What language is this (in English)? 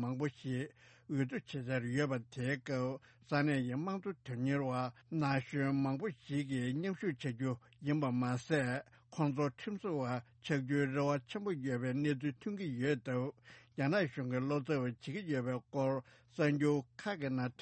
Tibetan